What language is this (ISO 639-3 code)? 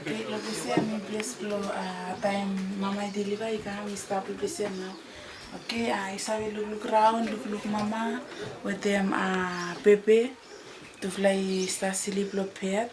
bis